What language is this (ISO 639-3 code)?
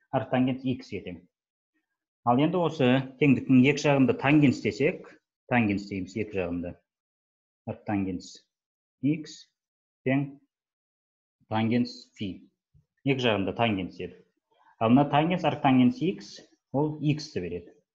kaz